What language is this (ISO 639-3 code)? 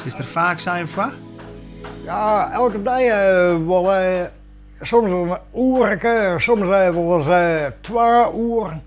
fry